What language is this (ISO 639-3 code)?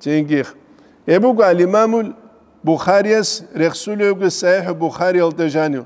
ava